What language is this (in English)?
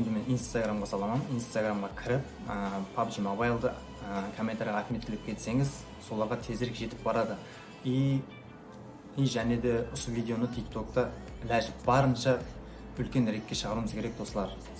Kara-Kalpak